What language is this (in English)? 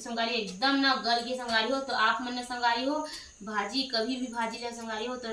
Chhattisgarhi